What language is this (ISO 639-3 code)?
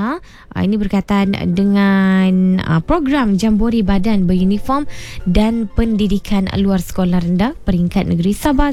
msa